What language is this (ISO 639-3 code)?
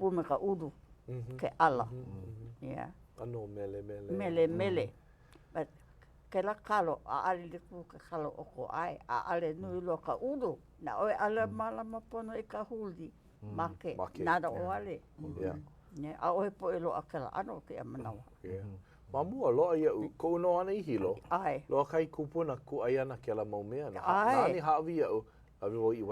haw